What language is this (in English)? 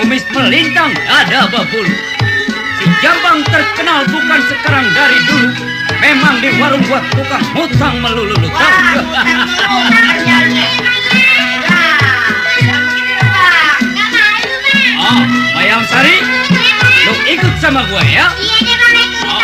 Betawi